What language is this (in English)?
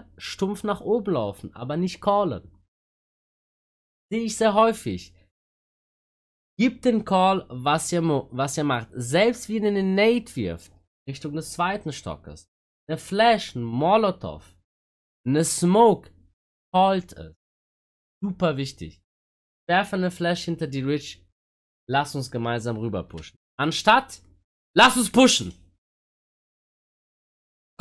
German